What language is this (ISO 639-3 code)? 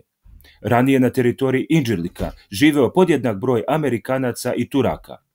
srp